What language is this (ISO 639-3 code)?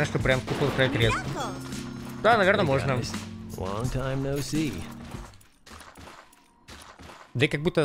rus